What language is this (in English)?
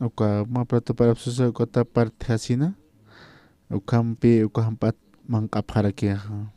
Aymara